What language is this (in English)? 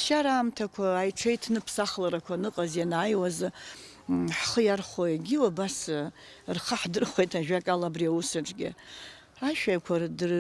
Abkhazian